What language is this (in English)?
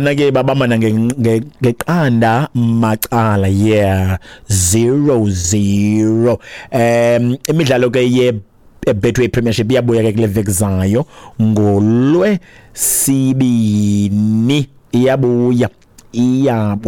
Xhosa